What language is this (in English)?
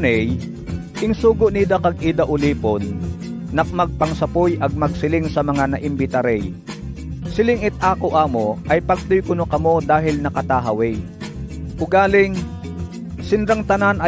Bantoanon